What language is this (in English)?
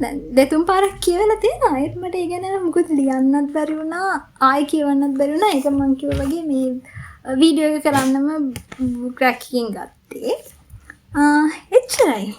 Sinhala